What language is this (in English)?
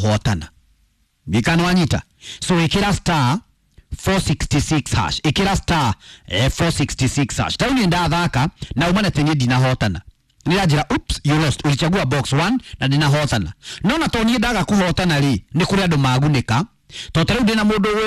Kikuyu